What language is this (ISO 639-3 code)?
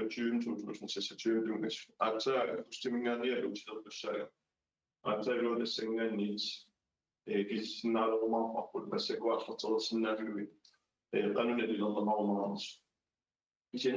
kal